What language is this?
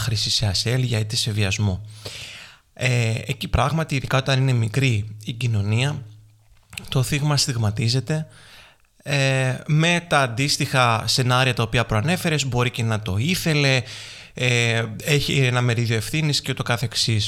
Greek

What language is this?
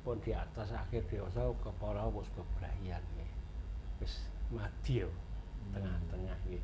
Javanese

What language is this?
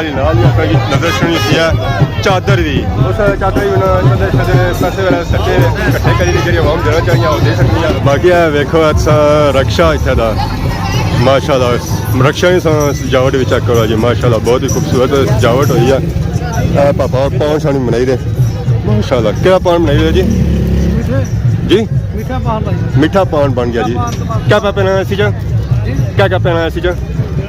Pahari-Potwari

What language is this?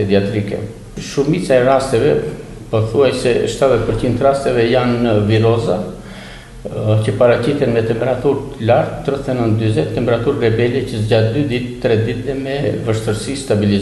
Albanian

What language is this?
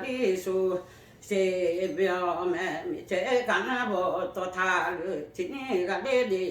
Lahu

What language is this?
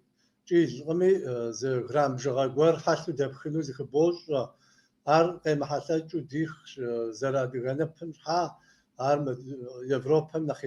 Kabardian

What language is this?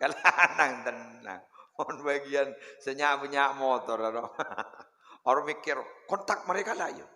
Madurese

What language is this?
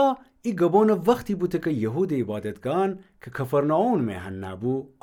Gilaki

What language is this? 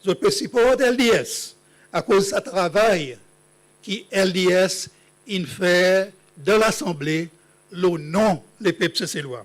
Seselwa Creole French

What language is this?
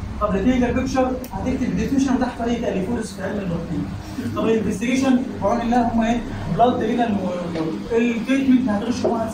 Egyptian Arabic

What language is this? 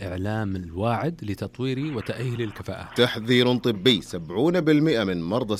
Najdi Arabic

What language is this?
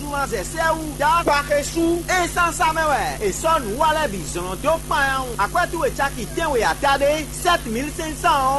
Fon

